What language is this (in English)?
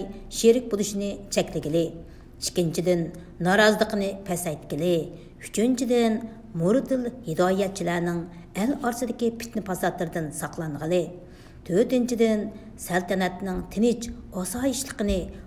Uyghur